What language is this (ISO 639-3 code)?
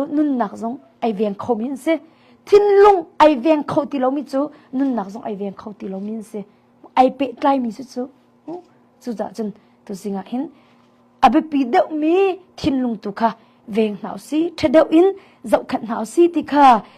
cnh